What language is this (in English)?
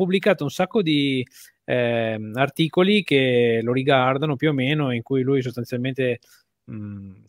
Italian